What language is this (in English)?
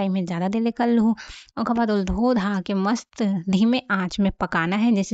Chhattisgarhi